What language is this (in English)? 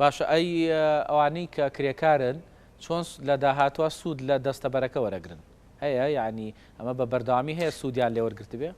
Central Kurdish